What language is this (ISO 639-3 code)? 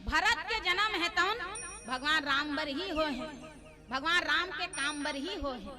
hne